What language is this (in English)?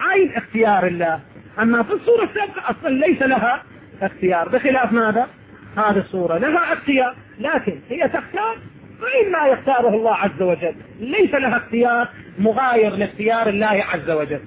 Arabic